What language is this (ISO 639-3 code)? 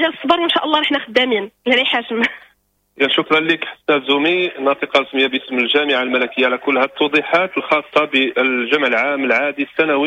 ary